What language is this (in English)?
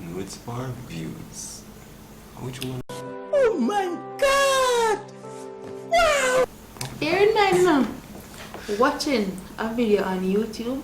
Jamaican Creole English